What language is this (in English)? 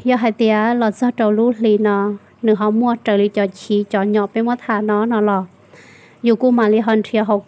Hmong